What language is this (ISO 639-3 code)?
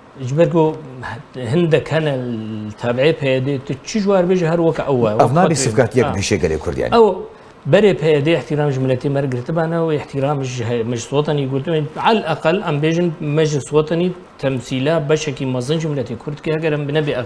kur